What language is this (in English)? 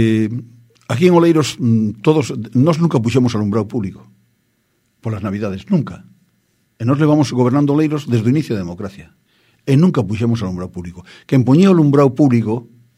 Galician